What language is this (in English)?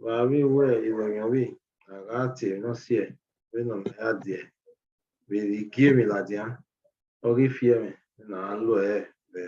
Bini